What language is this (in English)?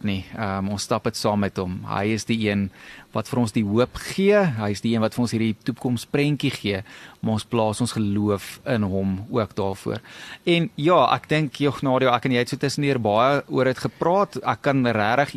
Afrikaans